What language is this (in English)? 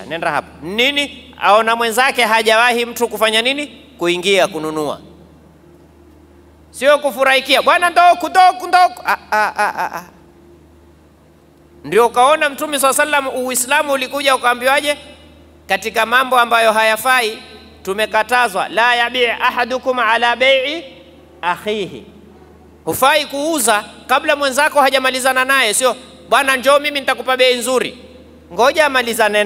Swahili